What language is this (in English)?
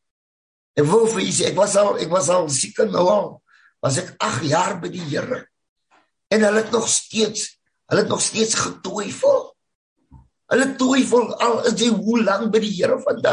Afrikaans